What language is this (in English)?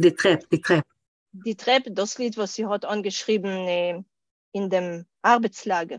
Yiddish